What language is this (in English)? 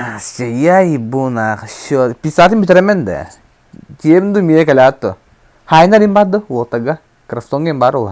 Yakut